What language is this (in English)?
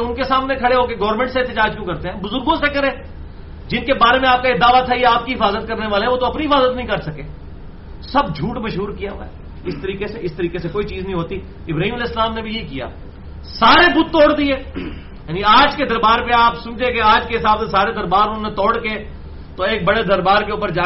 Urdu